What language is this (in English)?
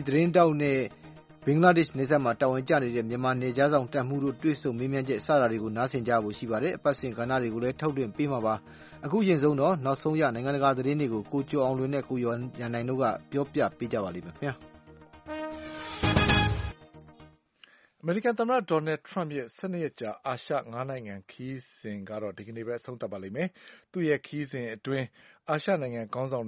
Burmese